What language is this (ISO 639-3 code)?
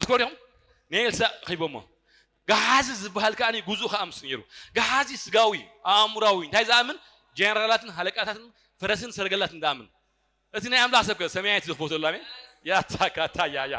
tir